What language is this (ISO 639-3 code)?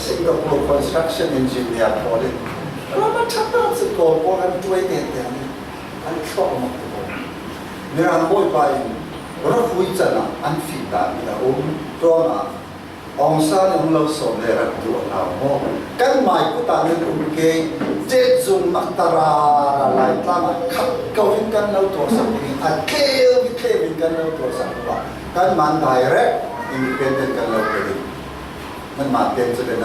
cfm